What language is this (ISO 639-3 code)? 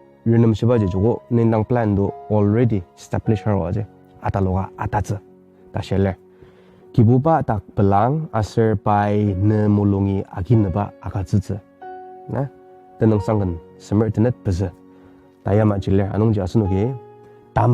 njo